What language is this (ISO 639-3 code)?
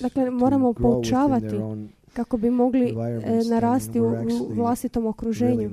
hrv